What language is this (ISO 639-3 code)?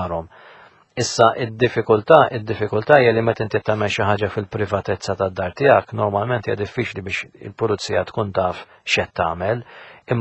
mlt